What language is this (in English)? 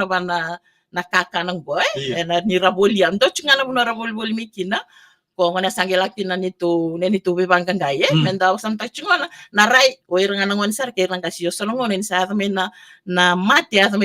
Fijian